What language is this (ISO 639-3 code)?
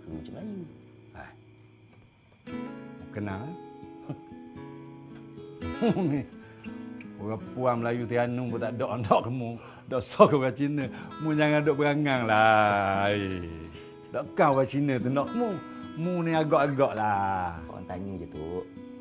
msa